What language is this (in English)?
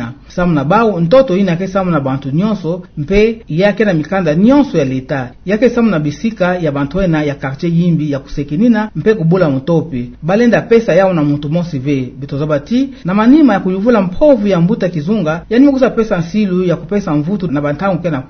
Kituba (Democratic Republic of Congo)